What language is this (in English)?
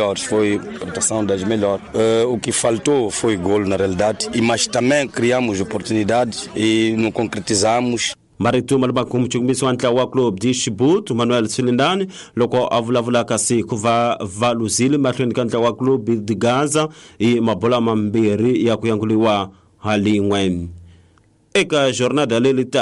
Tsonga